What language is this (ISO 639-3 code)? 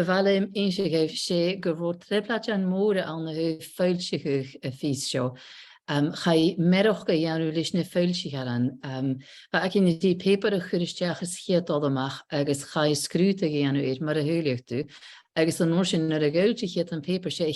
gla